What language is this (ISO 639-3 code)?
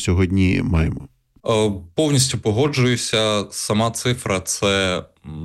ukr